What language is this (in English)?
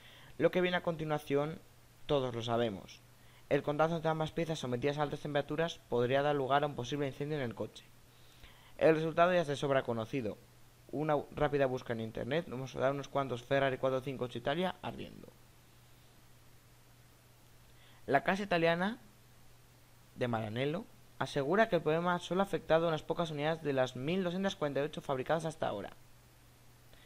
Spanish